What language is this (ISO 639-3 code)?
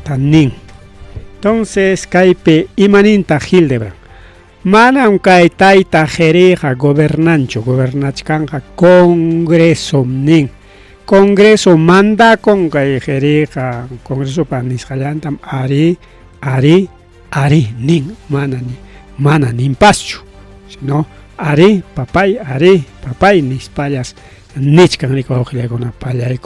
quy